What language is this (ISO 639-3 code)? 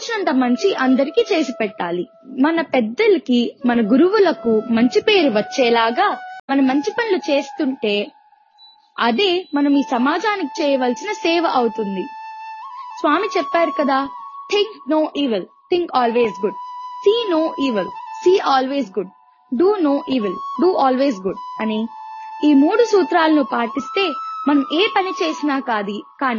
tel